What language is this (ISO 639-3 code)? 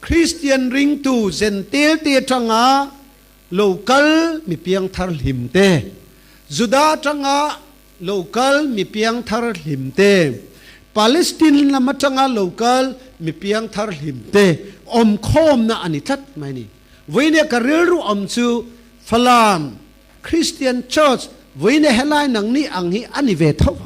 cfm